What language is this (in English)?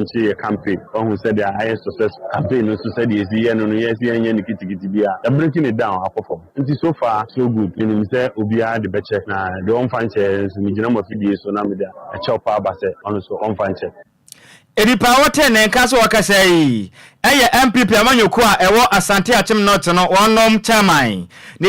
Akan